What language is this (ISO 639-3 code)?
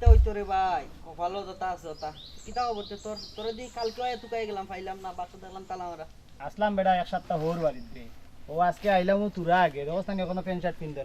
syl